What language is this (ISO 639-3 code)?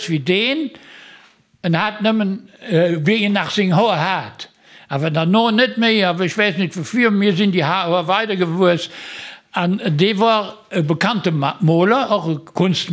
ltz